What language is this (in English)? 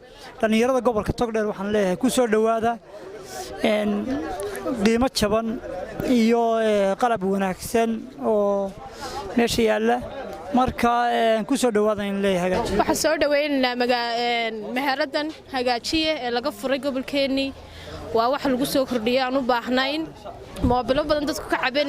Somali